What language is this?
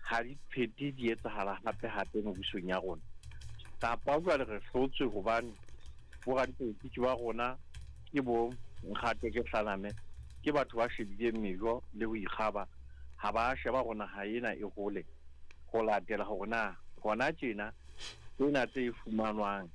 Southern Sotho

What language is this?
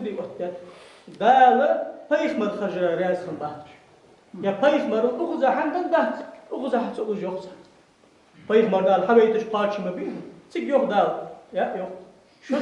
Ingush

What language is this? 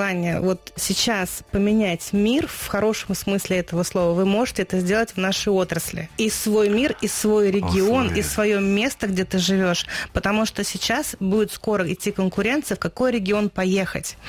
Russian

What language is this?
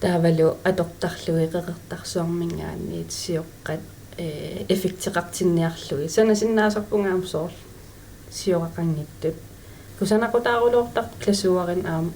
Kalaallisut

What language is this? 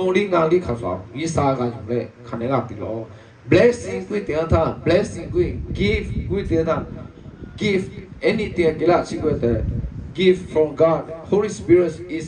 Lahu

